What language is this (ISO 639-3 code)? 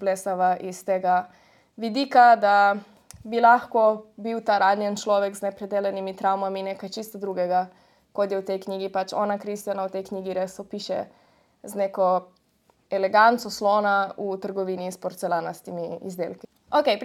slv